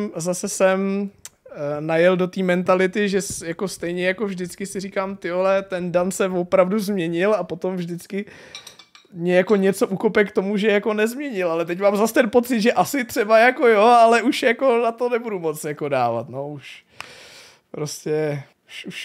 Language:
Czech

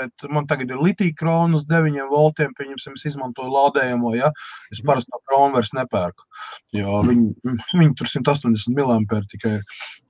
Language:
Latvian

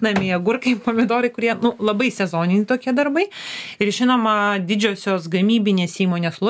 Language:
Lithuanian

